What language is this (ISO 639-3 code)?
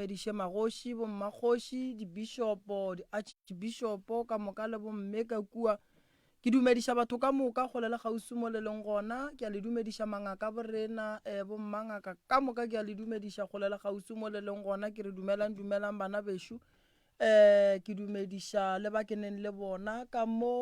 nso